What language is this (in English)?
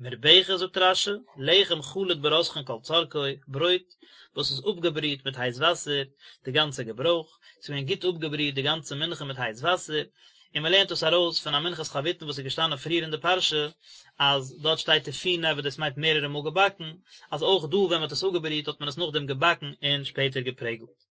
Yiddish